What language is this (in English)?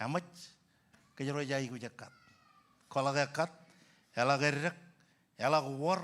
Marshallese